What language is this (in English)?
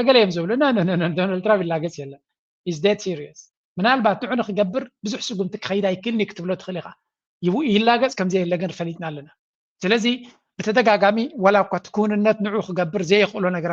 Tigrinya